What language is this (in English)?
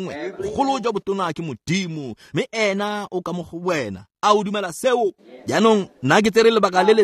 Tswana